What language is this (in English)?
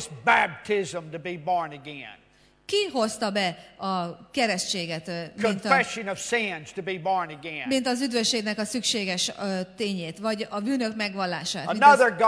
Hungarian